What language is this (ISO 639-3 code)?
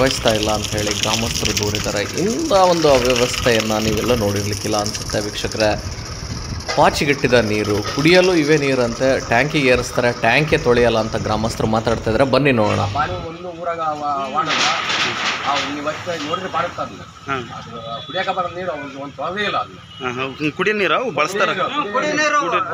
kan